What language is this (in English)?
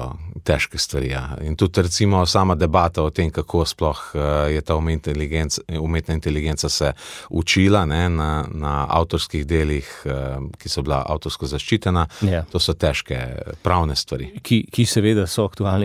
Slovenian